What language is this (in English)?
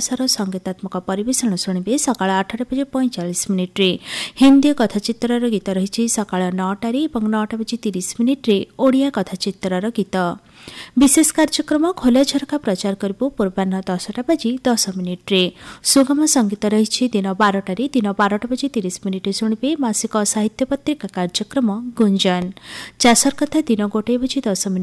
Odia